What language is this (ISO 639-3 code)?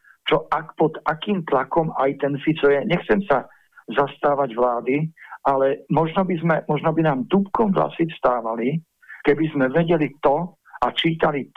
slk